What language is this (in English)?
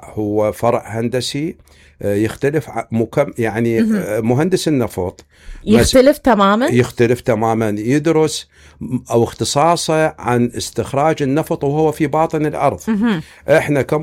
Mesopotamian Arabic